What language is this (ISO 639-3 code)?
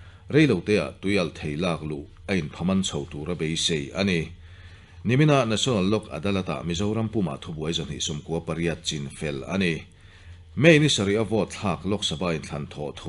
lus